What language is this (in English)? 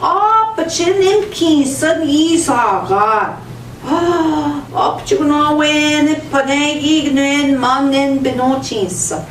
Central Ojibwa